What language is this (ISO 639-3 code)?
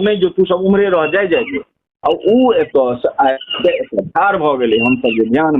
mai